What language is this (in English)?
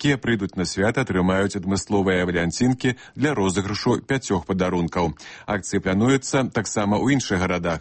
Belarusian